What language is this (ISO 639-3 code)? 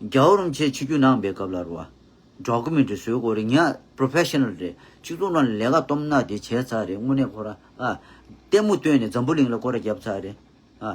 bod